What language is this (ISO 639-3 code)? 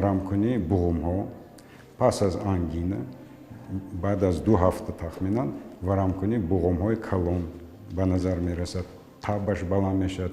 tgk